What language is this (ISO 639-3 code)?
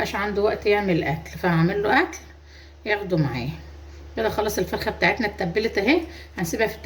arz